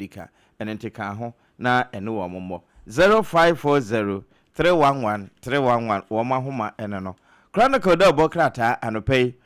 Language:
Akan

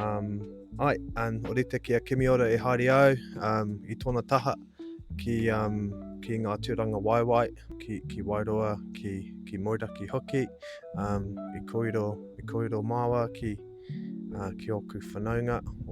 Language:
Māori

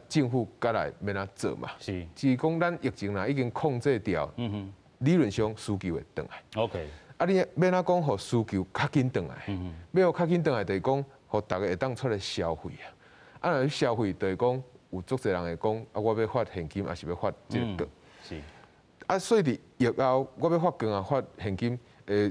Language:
Min Nan Chinese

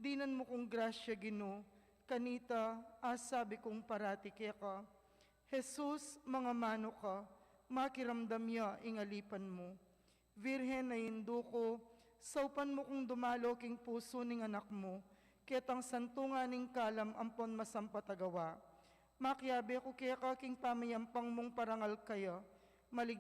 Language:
Pampanga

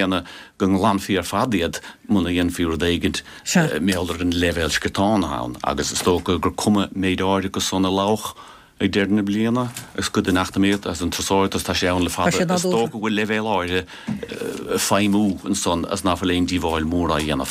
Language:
Irish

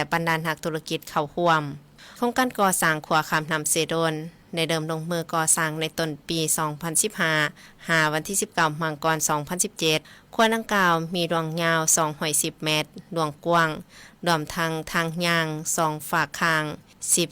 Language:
Lao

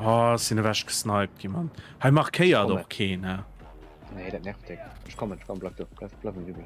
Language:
Luxembourgish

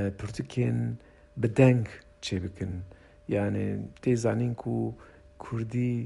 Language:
Kurdish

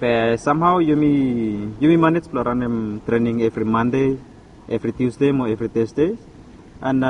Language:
Bislama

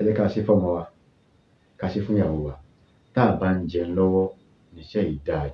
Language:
Yoruba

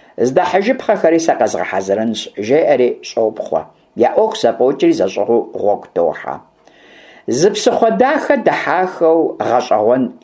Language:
Kabardian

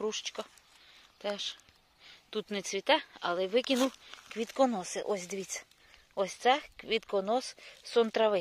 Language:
Ukrainian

